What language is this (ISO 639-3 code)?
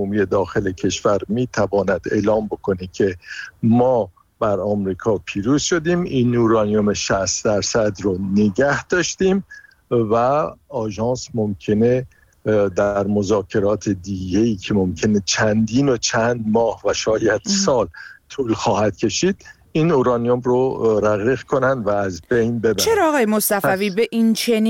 fas